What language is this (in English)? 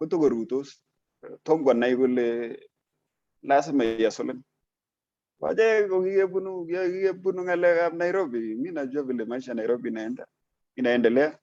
Kalenjin